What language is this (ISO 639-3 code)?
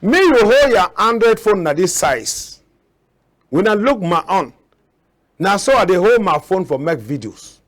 wes